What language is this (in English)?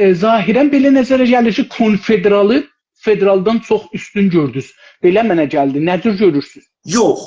South Azerbaijani